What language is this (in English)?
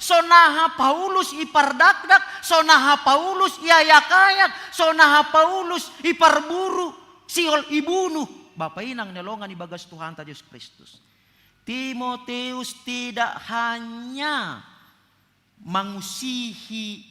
Batak Simalungun